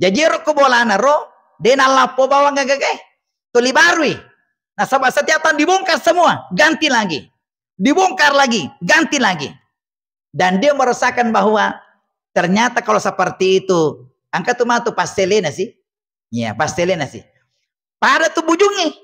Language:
Buginese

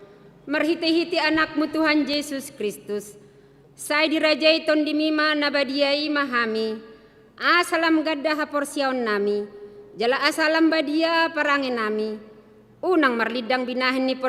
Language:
Batak Toba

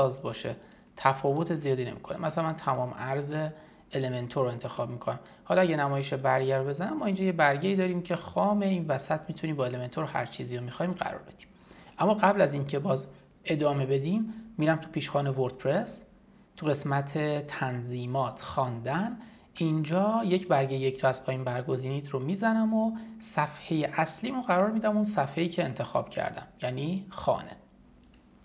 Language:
Persian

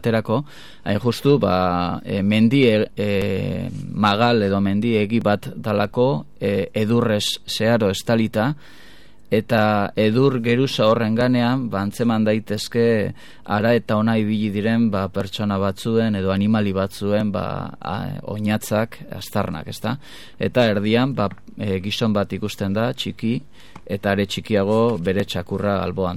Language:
Basque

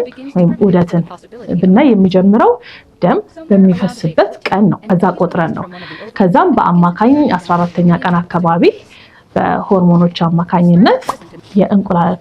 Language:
Amharic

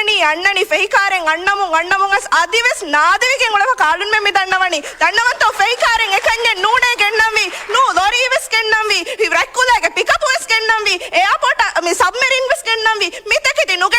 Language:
Divehi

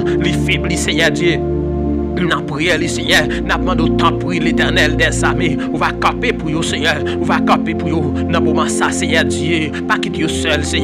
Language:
Haitian Creole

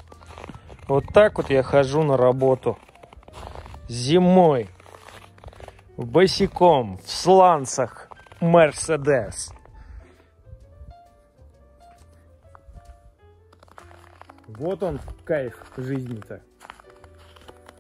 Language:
Russian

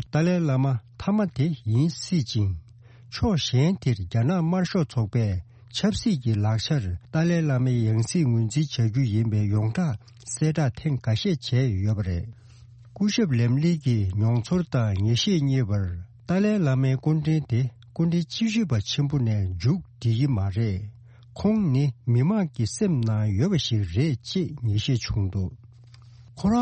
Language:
Tibetan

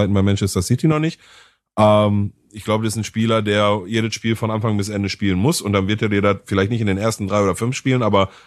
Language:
German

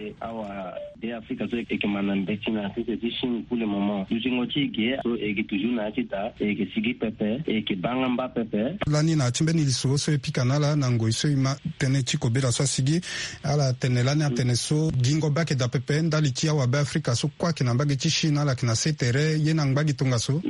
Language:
Sango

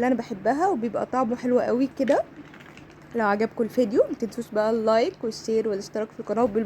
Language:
Egyptian Arabic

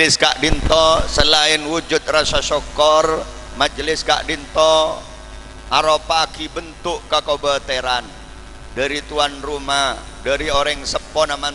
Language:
Madurese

